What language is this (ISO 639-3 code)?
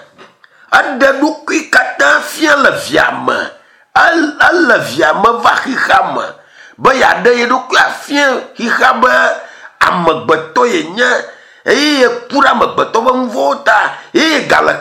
ewe